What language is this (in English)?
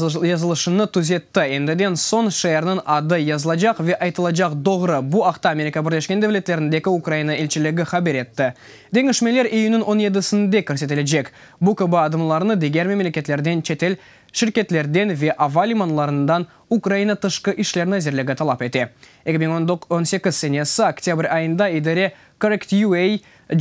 Crimean Tatar